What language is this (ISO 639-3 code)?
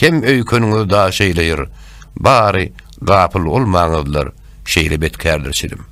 tuk